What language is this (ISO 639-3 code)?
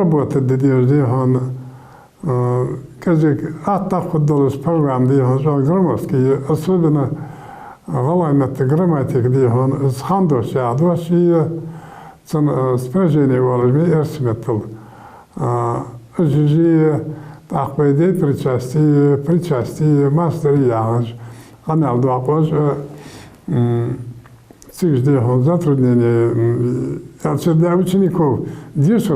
inh